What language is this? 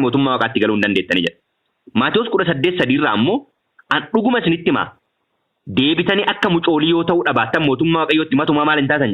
Oromo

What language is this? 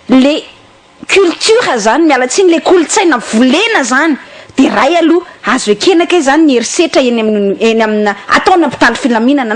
Malagasy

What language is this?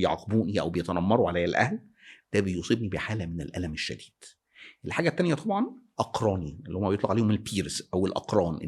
Egyptian Arabic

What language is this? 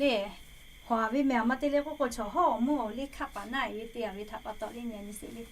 Lahu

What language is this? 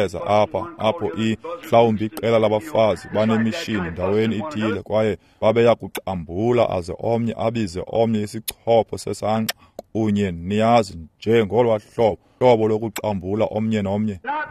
Xhosa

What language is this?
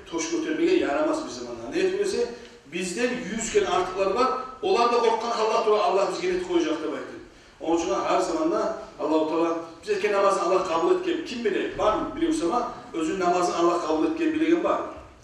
Kumyk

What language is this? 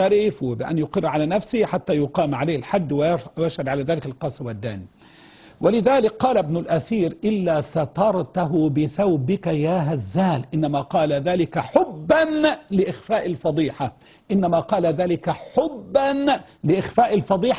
Arabic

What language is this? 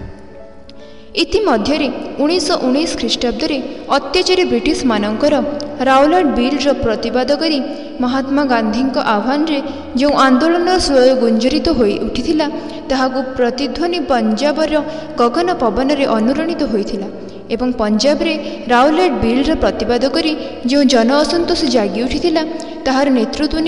Odia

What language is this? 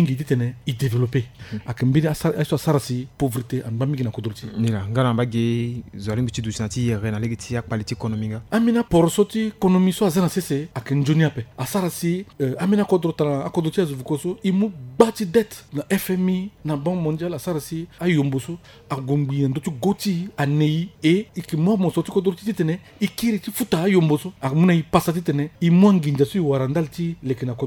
Sango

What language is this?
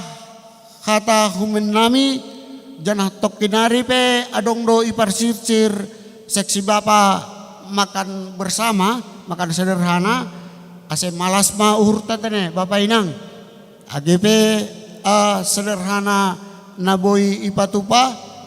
Batak Simalungun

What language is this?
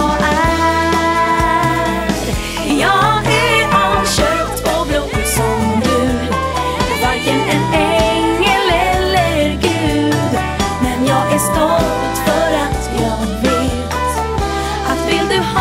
Swedish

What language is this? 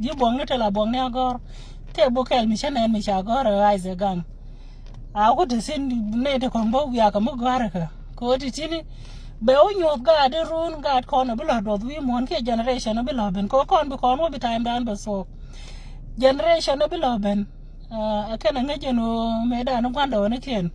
Nuer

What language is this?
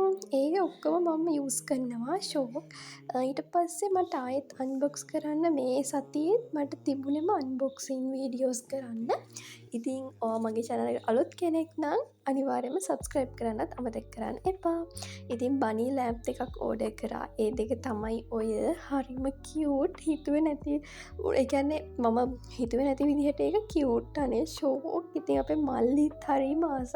Sinhala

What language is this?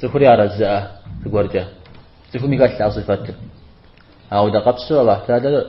Kabardian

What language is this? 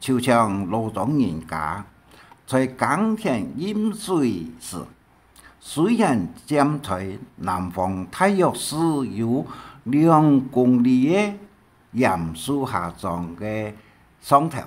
Hakka Chinese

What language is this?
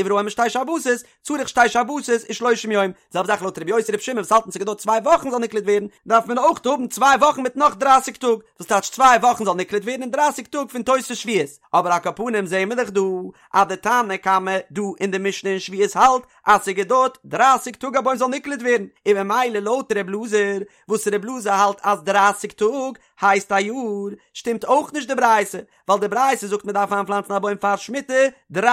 Yiddish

